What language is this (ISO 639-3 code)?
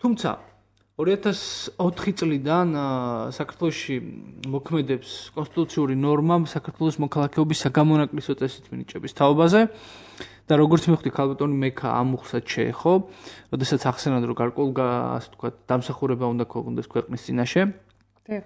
kat